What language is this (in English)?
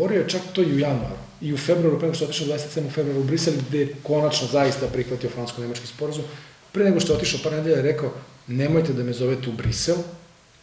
Serbian